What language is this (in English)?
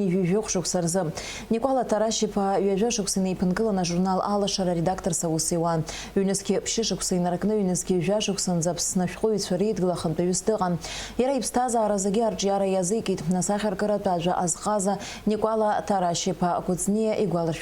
Abkhazian